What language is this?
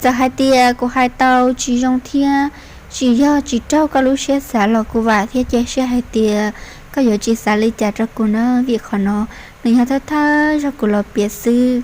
Hmong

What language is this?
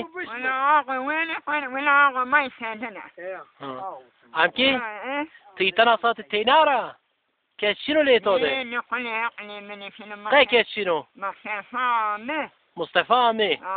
Zaza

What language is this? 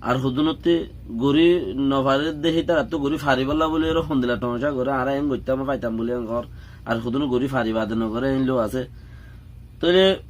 Rohingya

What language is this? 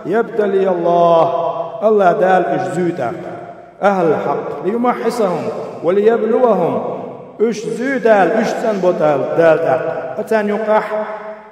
Chechen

